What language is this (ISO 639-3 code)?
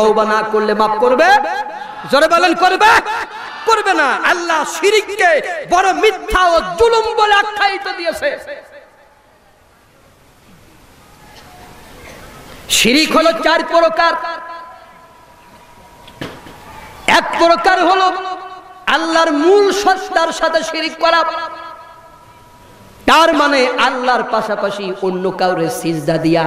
ben